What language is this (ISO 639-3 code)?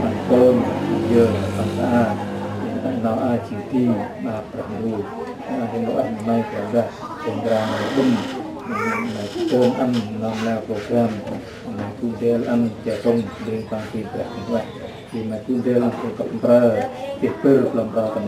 cmo